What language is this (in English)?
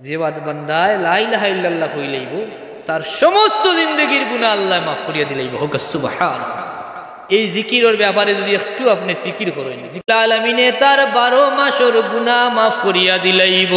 Sylheti